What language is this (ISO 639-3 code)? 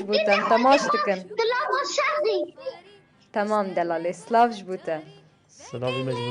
kur